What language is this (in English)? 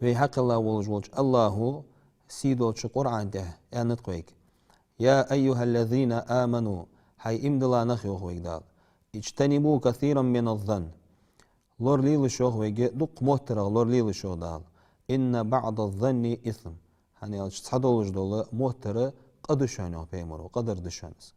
Ingush